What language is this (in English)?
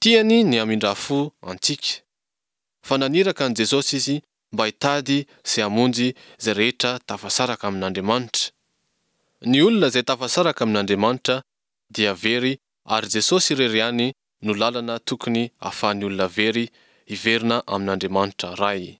Malagasy